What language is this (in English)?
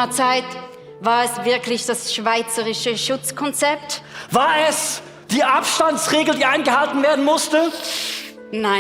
Swiss German